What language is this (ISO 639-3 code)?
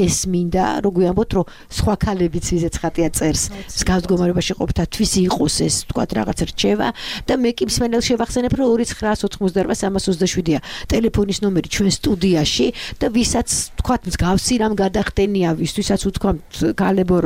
kat